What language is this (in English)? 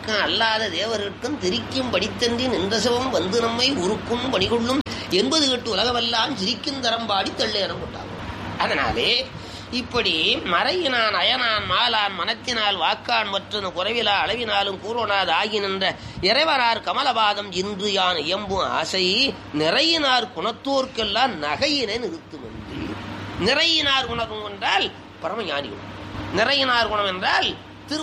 Tamil